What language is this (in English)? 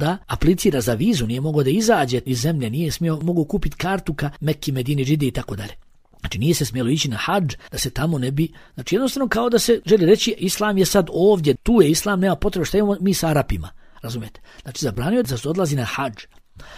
Bosnian